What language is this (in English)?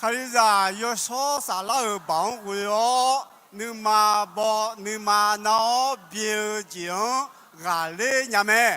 Akha